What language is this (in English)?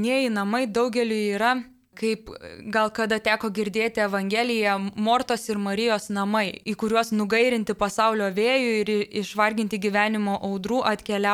Lithuanian